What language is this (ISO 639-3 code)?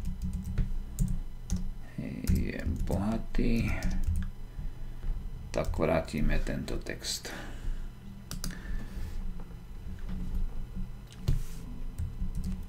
slk